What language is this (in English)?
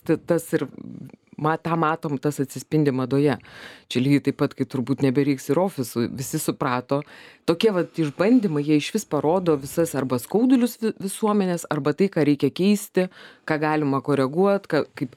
Lithuanian